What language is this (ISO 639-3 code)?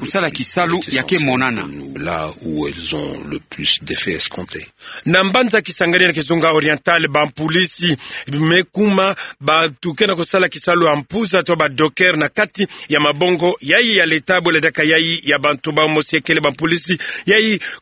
ktu